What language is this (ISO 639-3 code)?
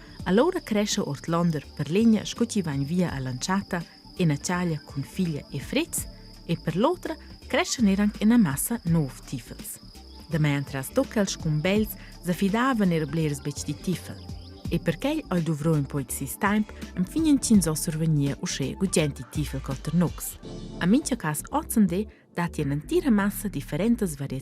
roh